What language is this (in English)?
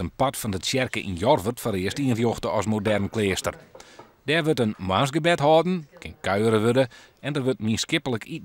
Western Frisian